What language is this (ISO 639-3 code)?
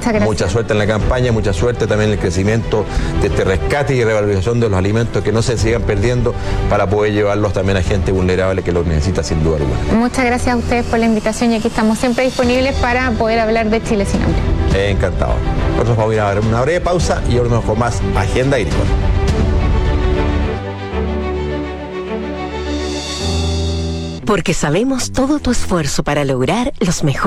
spa